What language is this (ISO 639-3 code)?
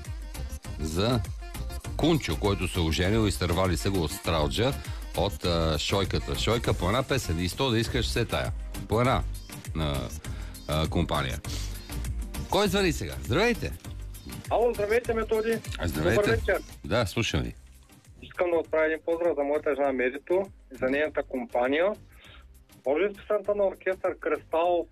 bul